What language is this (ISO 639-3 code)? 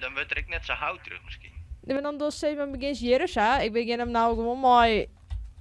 fry